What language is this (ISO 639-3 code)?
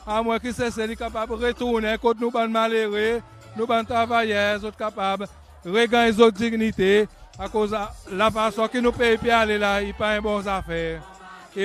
crs